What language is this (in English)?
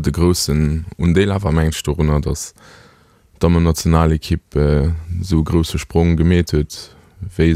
Luxembourgish